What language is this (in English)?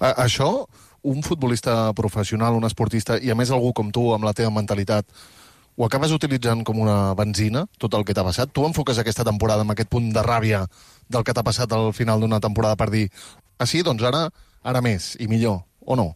Catalan